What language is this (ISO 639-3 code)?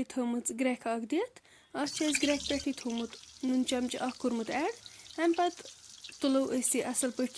kas